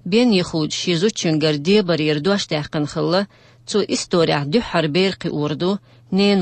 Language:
Chechen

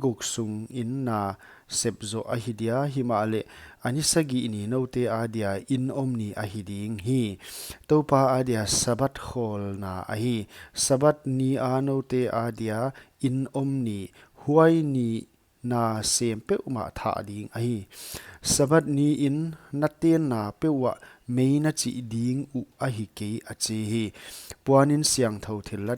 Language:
Paite Chin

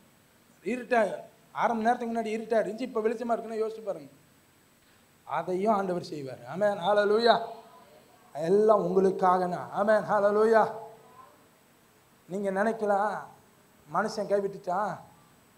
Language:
Tamil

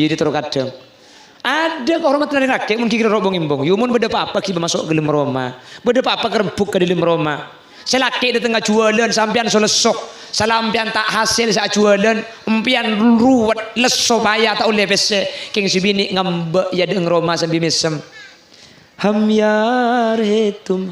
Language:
Madurese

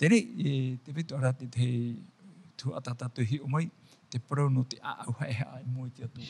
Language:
Tahitian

